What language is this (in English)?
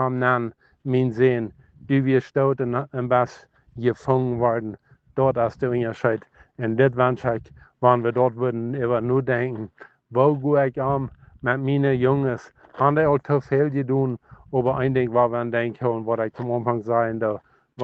Plautdietsch